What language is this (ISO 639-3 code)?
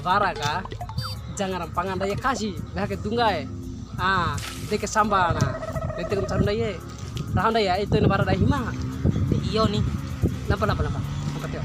bhp